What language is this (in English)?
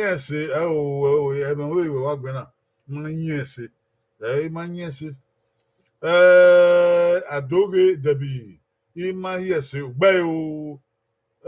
Bini